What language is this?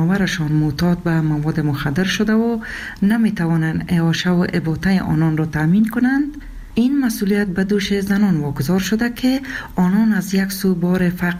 Persian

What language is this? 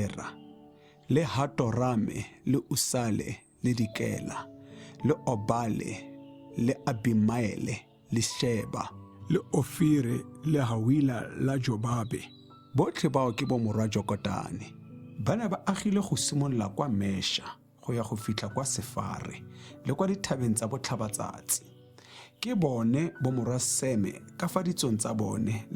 Tswana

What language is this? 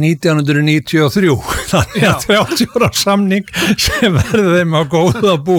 Icelandic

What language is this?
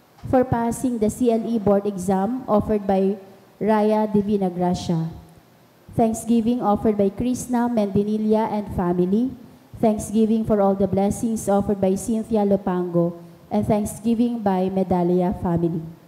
Bikol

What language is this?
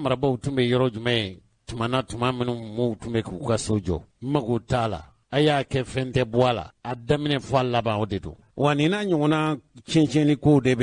Bambara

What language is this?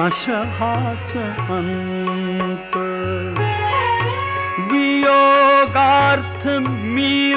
Marathi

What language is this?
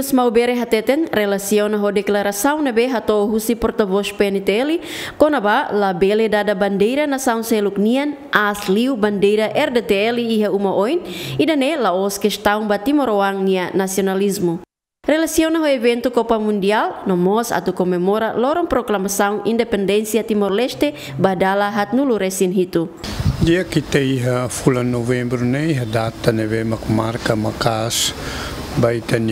Tetum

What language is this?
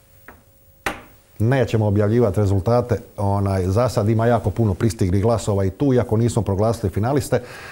Croatian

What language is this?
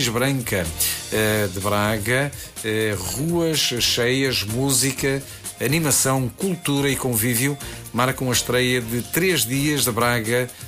Portuguese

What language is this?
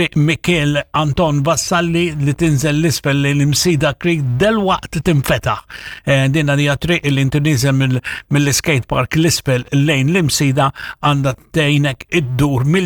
Maltese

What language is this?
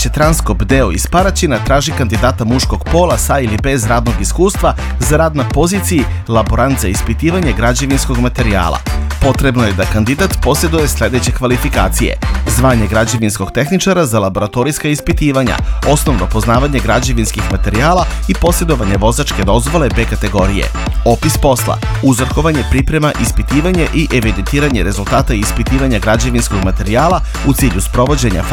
Serbian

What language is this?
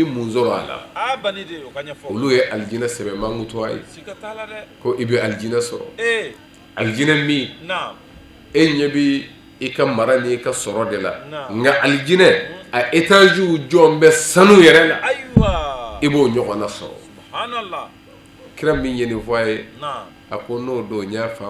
Bambara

